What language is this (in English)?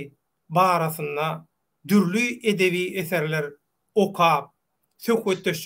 Turkmen